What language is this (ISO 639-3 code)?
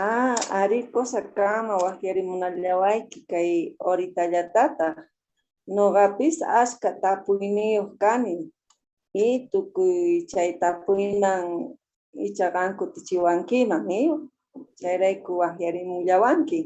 que